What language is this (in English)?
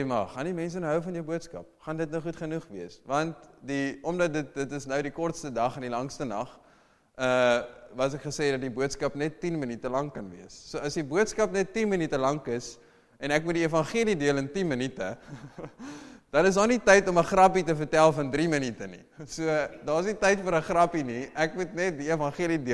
Afrikaans